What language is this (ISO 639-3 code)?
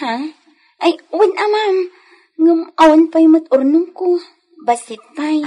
ilo